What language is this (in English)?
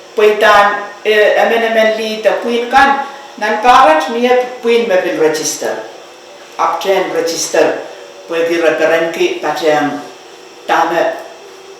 Pohnpeian